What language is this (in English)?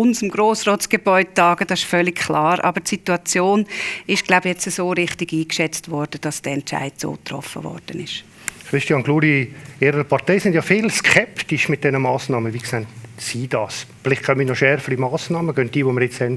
Swiss German